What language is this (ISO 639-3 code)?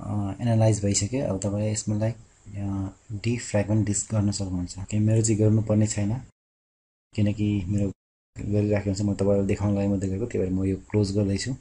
nep